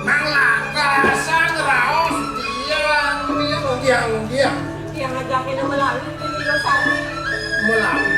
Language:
Balinese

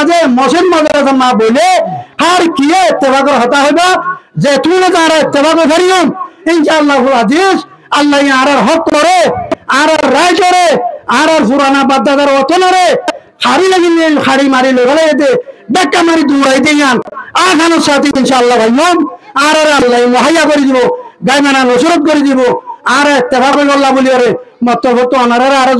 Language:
Rohingya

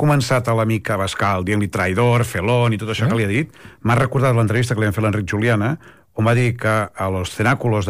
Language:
Catalan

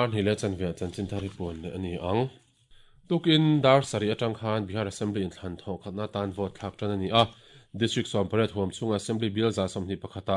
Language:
Mizo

